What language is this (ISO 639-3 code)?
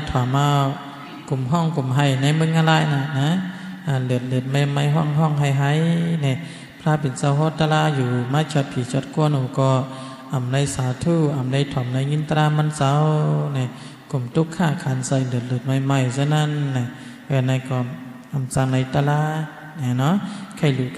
shn